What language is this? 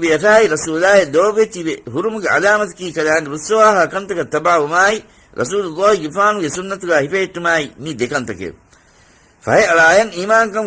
Divehi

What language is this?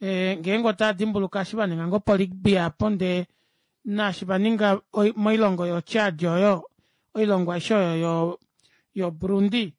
Kuanyama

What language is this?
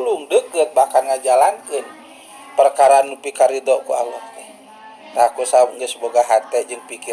Sundanese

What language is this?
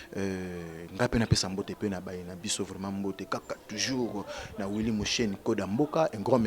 Lingala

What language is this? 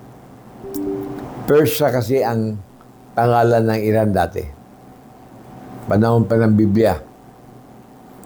Filipino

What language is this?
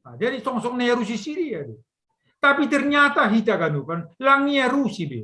Batak Simalungun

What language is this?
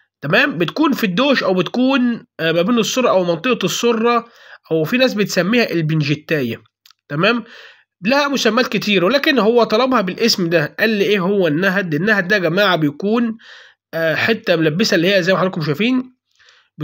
Egyptian Arabic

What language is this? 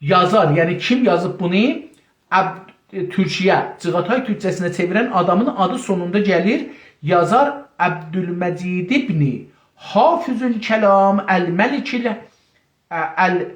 South Azerbaijani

